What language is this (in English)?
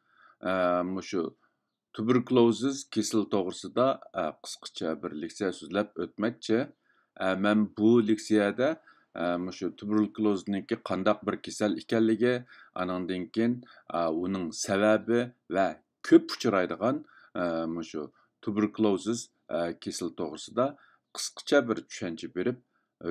Uyghur